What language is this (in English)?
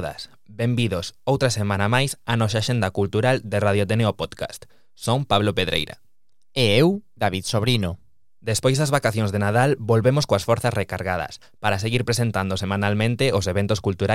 Galician